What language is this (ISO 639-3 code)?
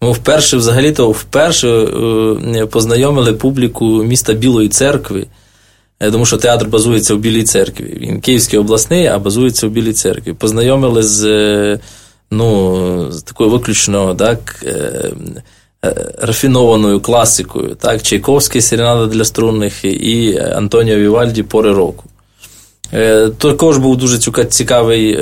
ukr